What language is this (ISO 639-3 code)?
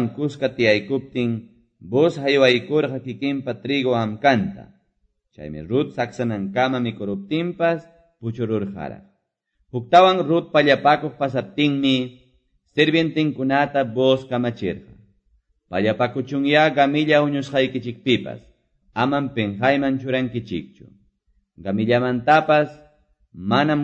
que